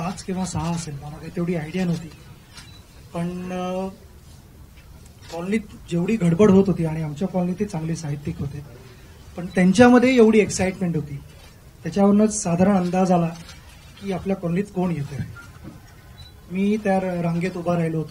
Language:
Marathi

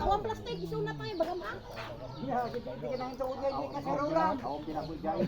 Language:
Iloko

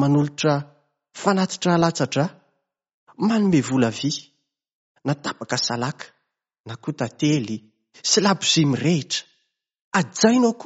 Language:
Malagasy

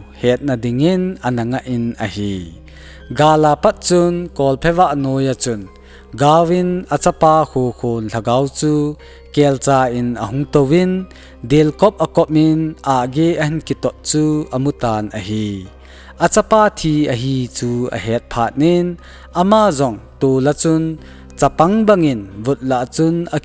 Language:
Thado Chin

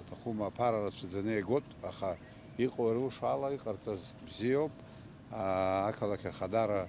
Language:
Abkhazian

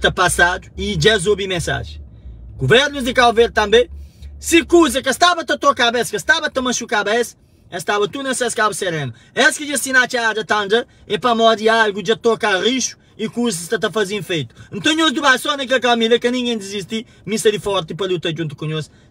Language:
Kabuverdianu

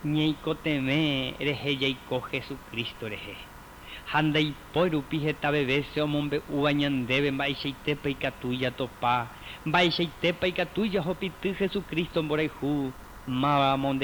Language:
Guarani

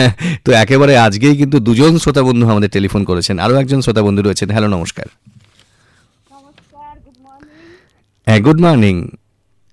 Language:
Bangla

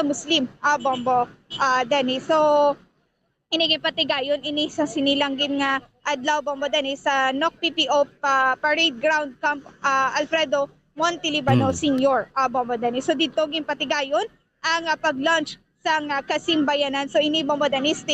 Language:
Hiligaynon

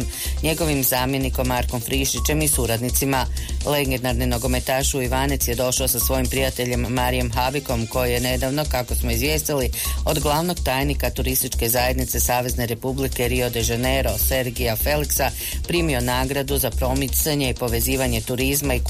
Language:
Croatian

